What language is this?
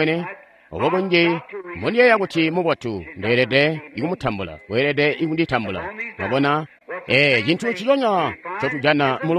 Tonga (Zambia)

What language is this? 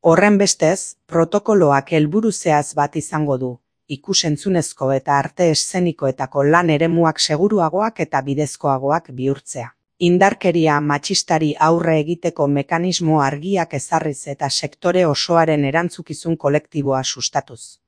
Basque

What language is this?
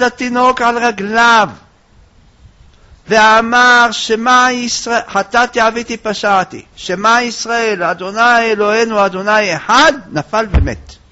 Hebrew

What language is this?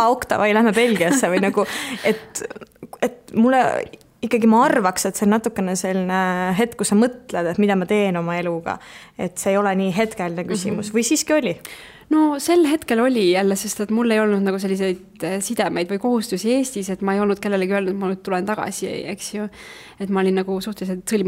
Estonian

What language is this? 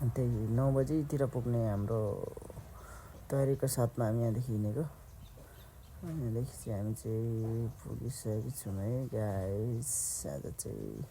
Nepali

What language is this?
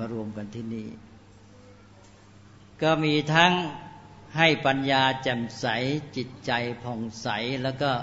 Thai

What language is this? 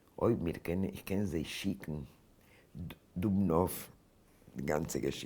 Yiddish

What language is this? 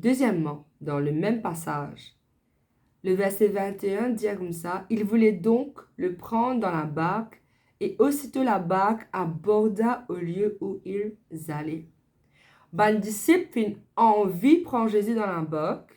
Morisyen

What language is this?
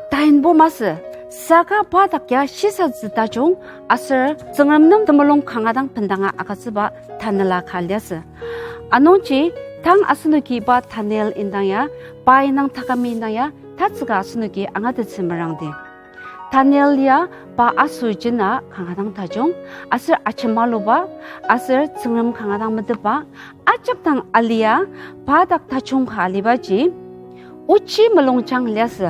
Ao Naga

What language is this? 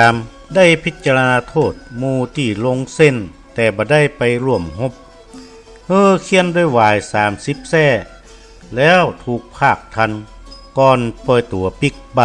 Northern Thai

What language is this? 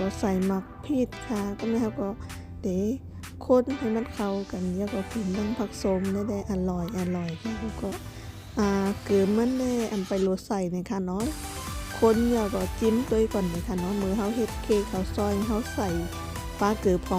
Shan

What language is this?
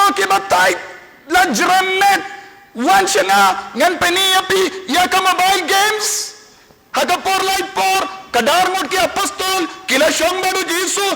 Khasi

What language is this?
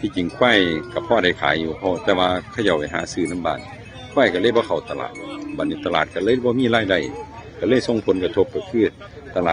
Northeastern Thai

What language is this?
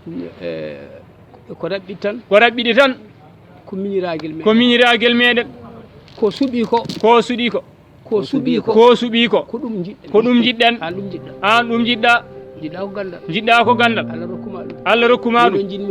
Fula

